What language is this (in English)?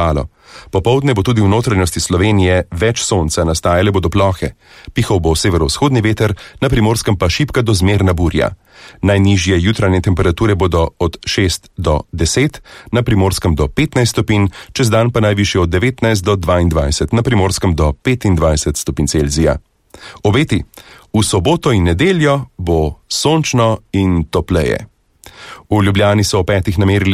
Slovenian